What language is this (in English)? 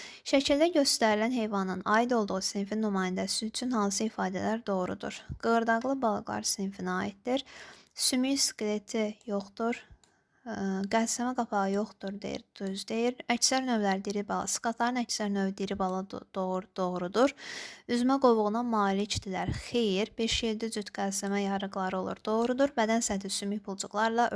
Azerbaijani